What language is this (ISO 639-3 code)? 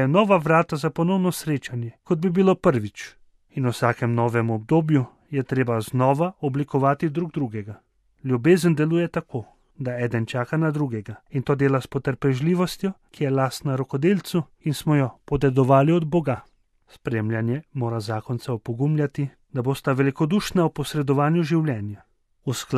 slv